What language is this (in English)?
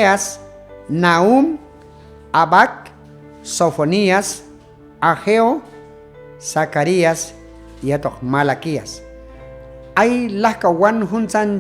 Q'anjob'al